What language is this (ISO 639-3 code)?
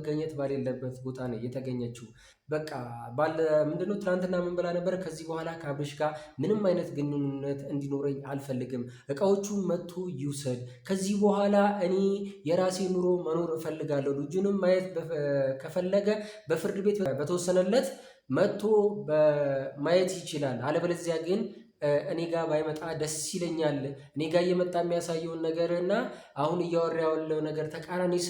amh